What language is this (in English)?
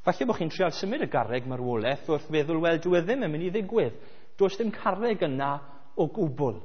Welsh